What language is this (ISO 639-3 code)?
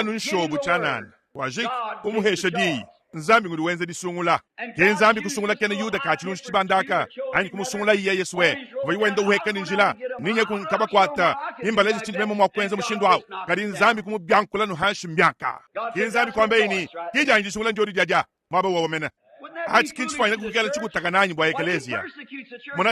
lua